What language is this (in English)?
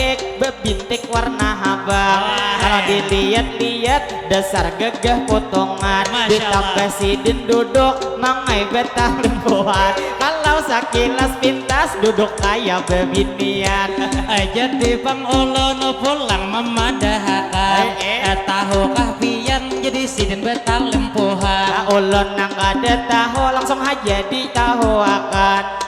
Banjar